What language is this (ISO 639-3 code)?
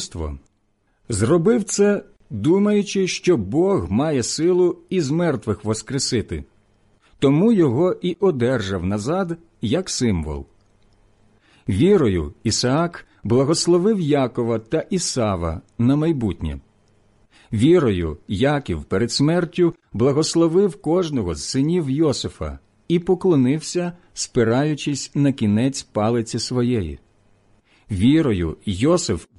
ukr